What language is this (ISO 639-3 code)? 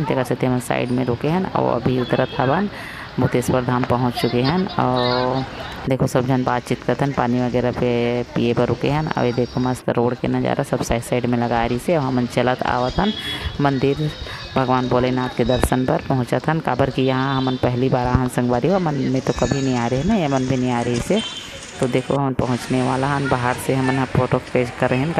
hne